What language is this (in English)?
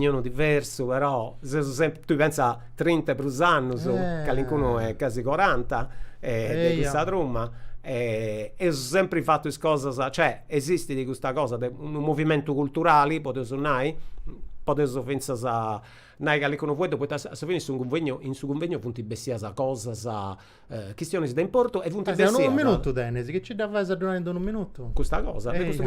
Sardinian